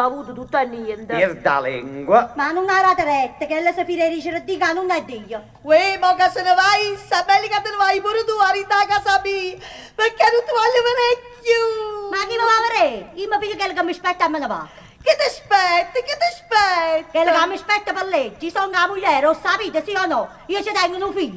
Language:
Neapolitan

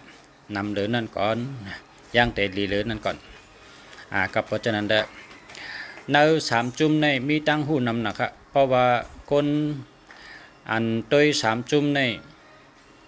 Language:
Shan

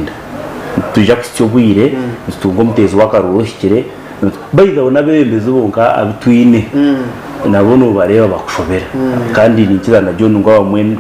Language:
Nyankole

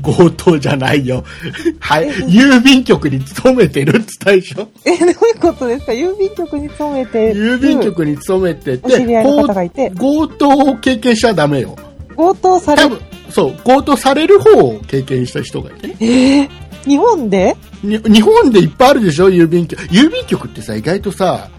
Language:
Japanese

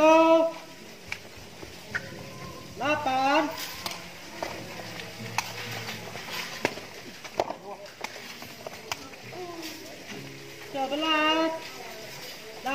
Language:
Malay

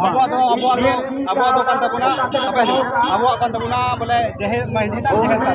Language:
Santali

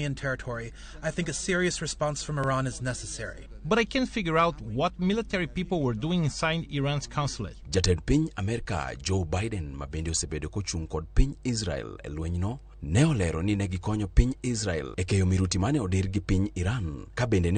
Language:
Luo (Kenya and Tanzania)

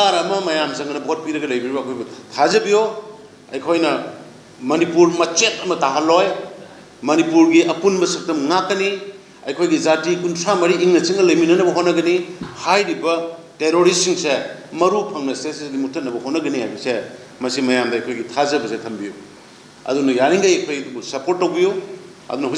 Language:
Manipuri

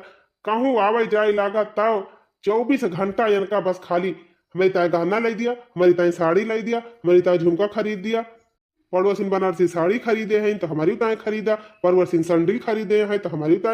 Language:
Awadhi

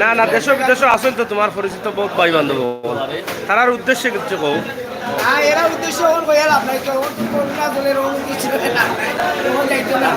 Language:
Sylheti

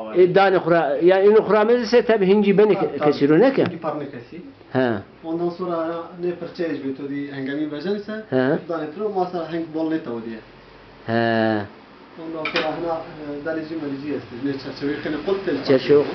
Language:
Zaza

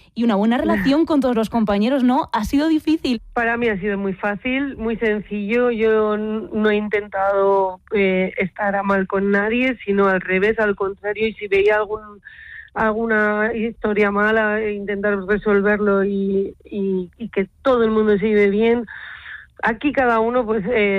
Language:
Spanish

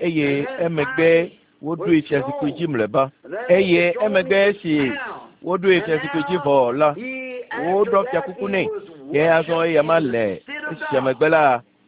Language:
Ewe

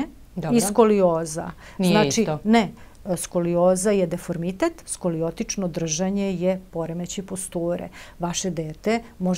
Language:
Serbian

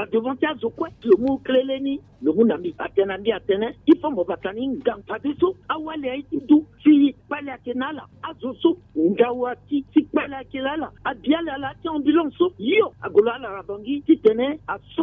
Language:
Sango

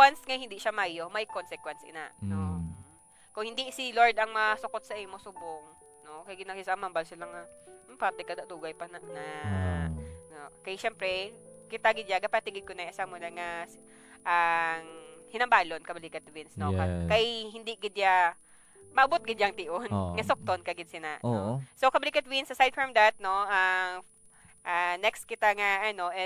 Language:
Hiligaynon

